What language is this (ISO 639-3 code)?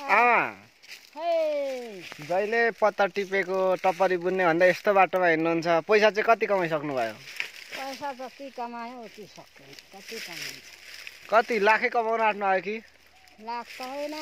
nep